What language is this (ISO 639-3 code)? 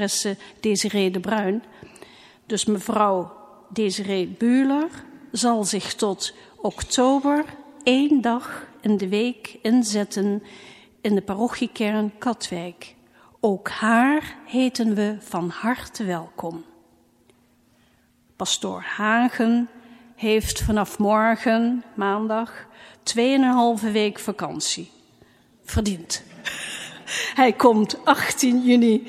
nld